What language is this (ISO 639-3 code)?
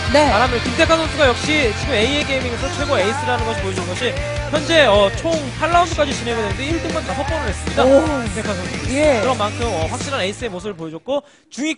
kor